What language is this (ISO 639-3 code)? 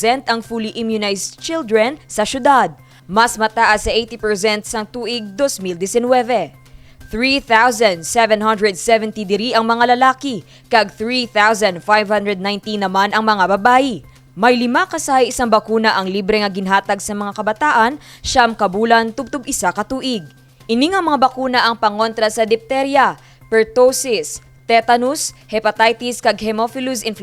hil